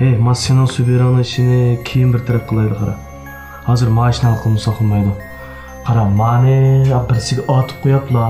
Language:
Uyghur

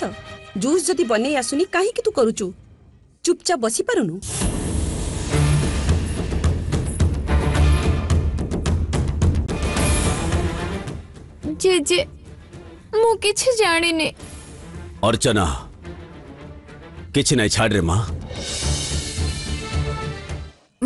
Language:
Odia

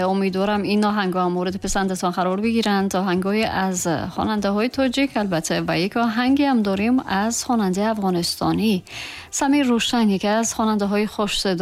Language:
Tajik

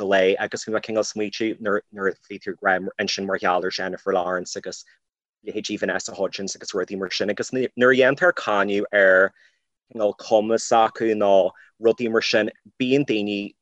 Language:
Irish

